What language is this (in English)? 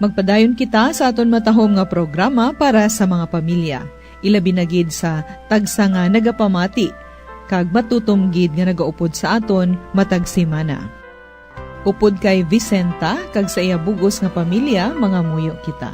Hiligaynon